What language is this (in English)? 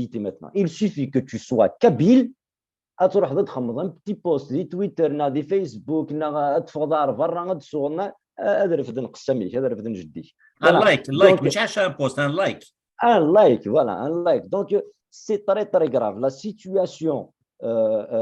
Kabyle